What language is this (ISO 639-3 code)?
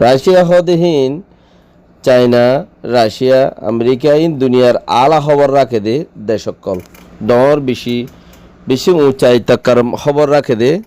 rhg